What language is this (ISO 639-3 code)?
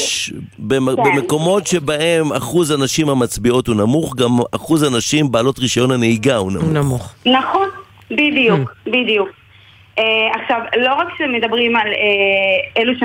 heb